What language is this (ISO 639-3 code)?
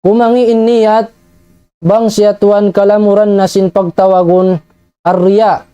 tsg